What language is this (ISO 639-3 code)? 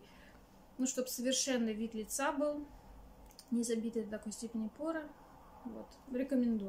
rus